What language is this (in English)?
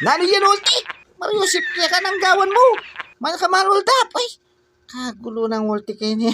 Pampanga